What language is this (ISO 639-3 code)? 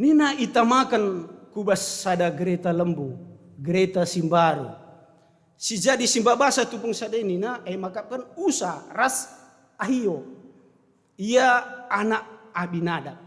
btx